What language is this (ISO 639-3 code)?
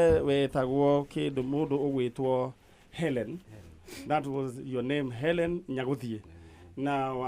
kik